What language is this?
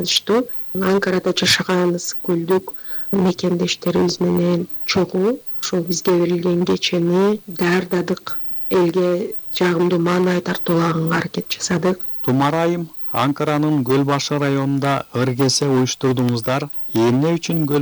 Kyrgyz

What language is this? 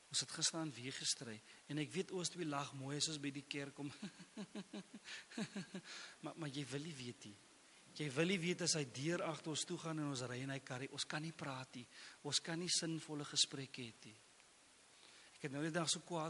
Afrikaans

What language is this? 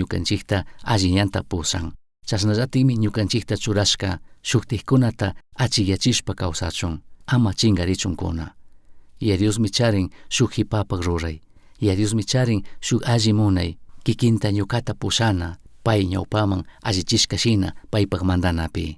Chimborazo Highland Quichua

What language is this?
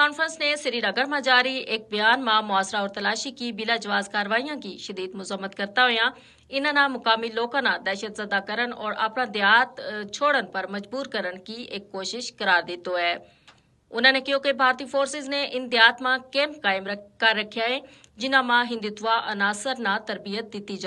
Gujari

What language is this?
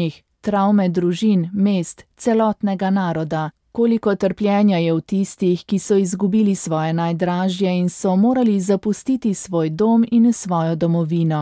Slovenian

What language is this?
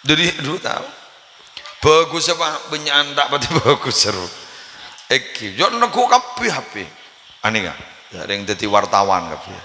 Madurese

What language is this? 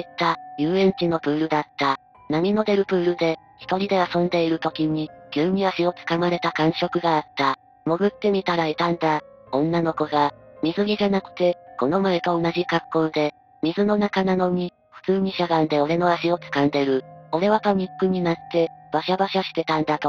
Japanese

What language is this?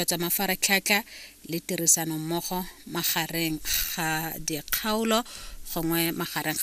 Tswana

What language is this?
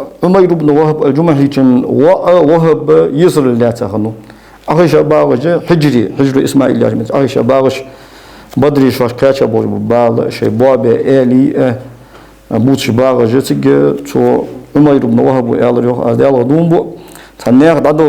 Ingush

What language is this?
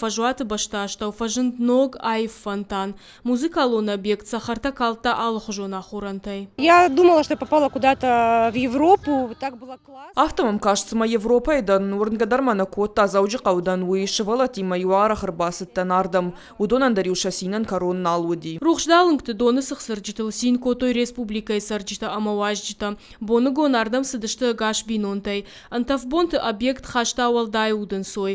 Ossetic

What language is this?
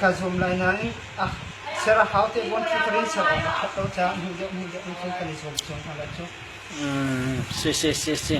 Hakha Chin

